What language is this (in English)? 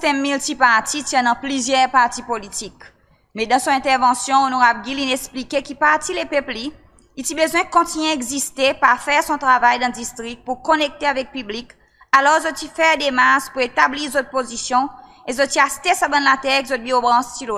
Seselwa Creole French